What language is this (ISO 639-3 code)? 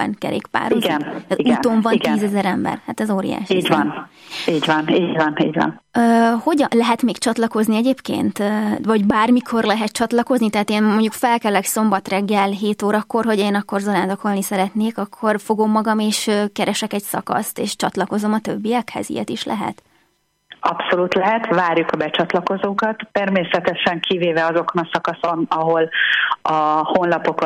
hun